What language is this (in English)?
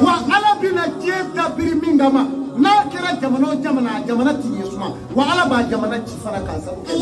Bambara